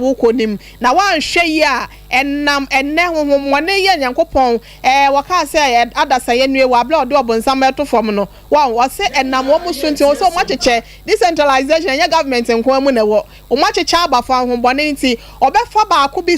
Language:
Akan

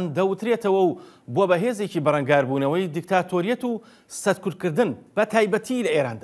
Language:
Central Kurdish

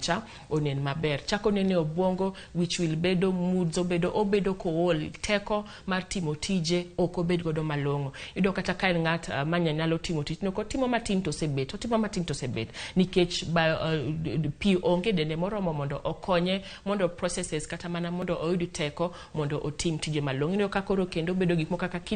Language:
Luo (Kenya and Tanzania)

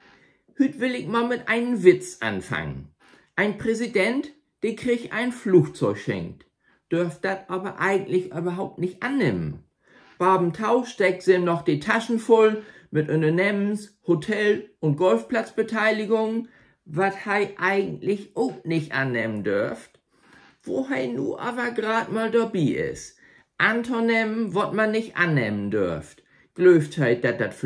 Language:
Low German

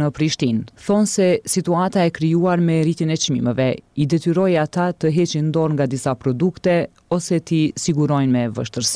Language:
Albanian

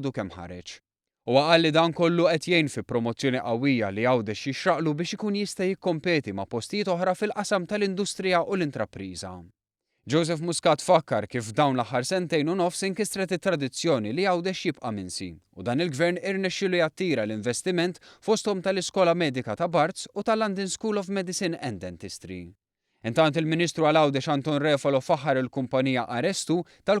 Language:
Maltese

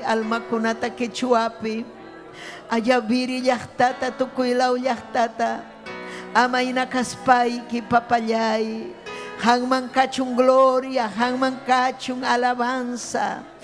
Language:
Ayacucho Quechua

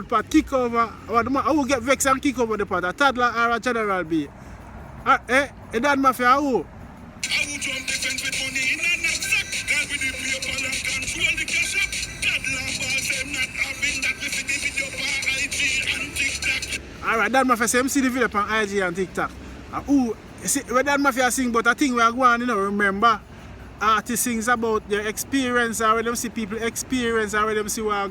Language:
Jamaican Creole English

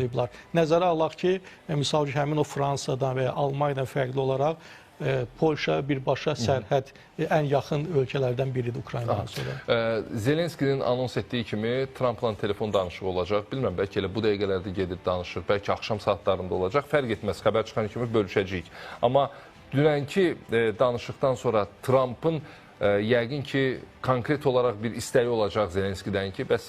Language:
Azerbaijani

